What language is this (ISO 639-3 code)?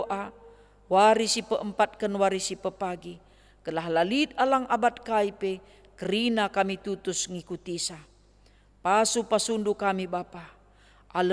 btx